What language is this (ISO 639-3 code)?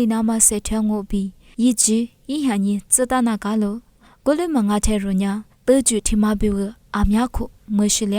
lis